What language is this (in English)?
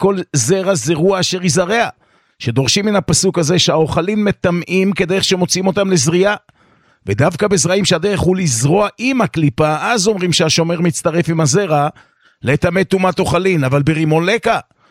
Hebrew